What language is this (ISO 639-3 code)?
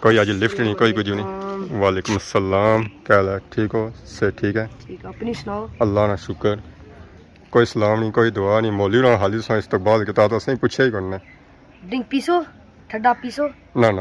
phr